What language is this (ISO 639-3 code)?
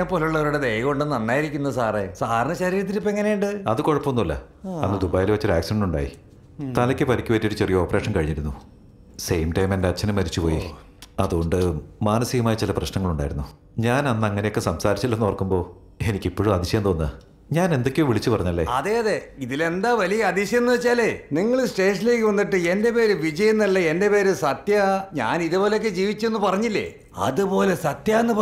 mal